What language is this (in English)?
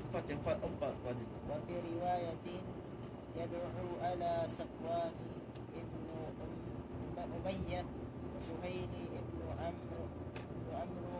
Tausug